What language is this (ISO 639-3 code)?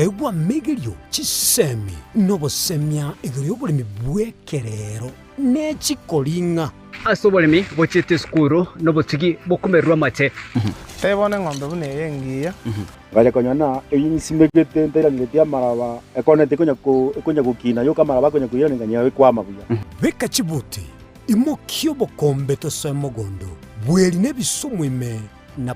guz